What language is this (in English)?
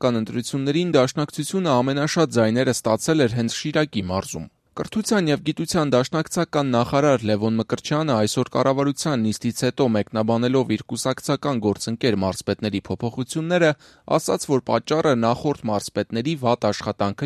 Armenian